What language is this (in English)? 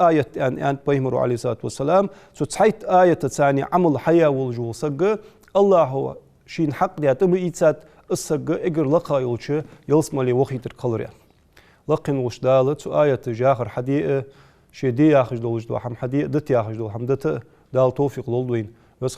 Ingush